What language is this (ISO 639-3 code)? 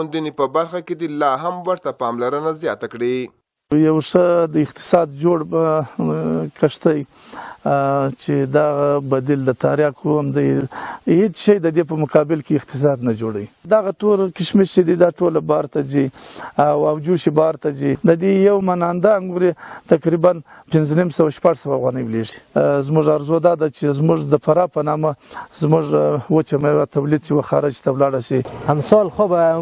pus